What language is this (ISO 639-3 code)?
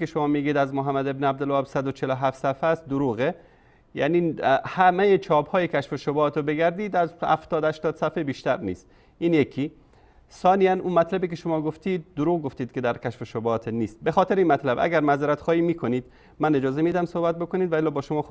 fas